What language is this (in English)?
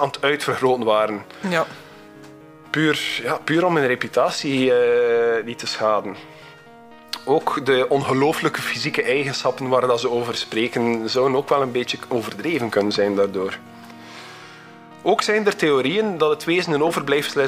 Dutch